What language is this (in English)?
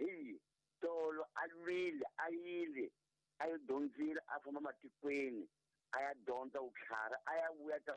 Tsonga